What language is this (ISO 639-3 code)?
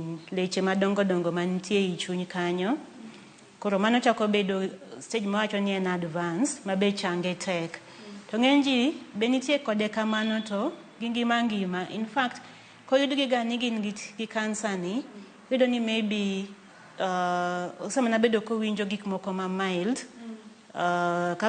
luo